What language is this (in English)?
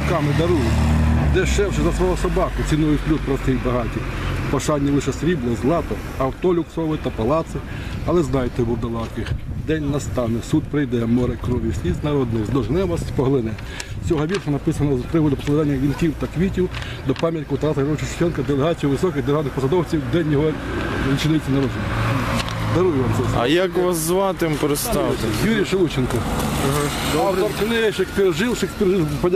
Ukrainian